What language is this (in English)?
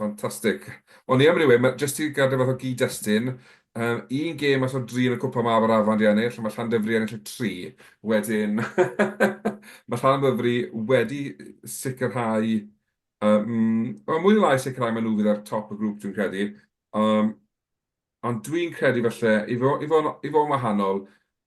Welsh